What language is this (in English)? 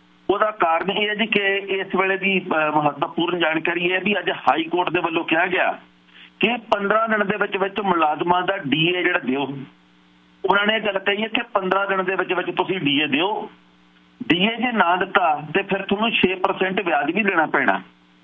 Punjabi